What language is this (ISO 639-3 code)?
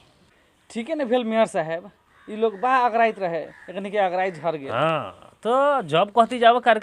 bho